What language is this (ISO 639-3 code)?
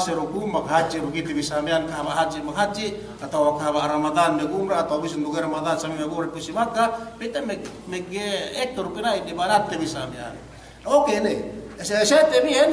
yka